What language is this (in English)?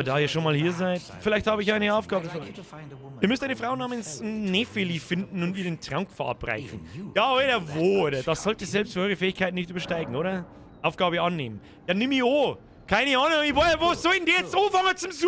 Bavarian